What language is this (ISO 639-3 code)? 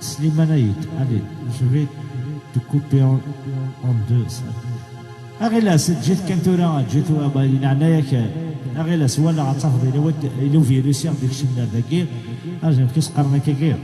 kab